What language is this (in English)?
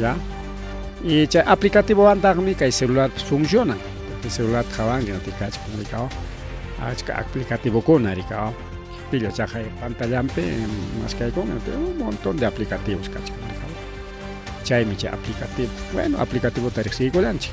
Ayacucho Quechua